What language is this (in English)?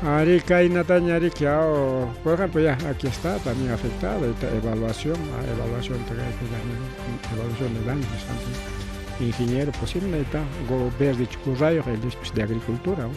Ayacucho Quechua